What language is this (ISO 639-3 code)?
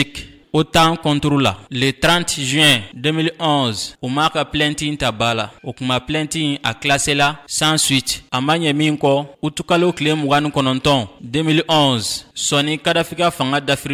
bam